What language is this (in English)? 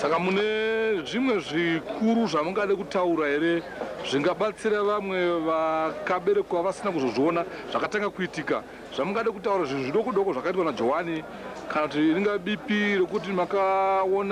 Shona